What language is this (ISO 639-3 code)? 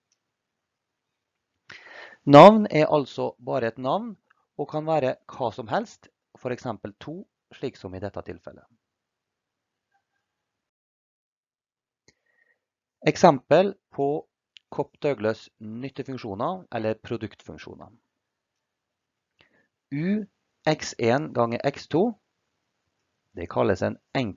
nor